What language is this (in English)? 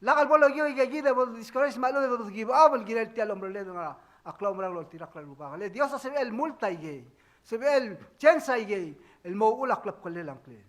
Palauan